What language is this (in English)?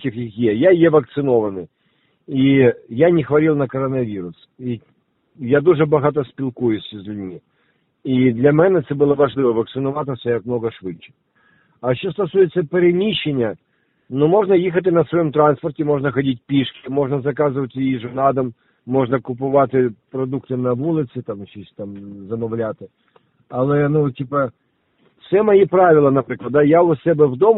Ukrainian